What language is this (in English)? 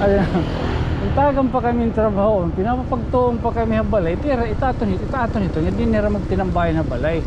Waray